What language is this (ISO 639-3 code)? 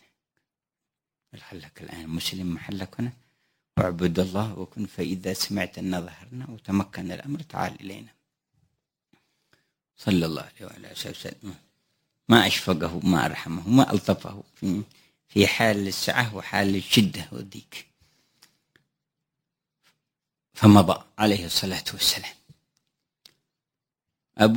ara